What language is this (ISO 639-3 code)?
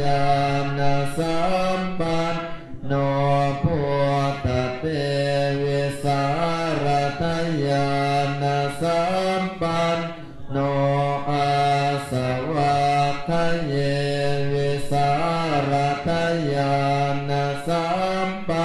pli